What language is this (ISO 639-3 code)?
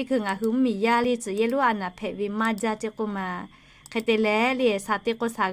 lhu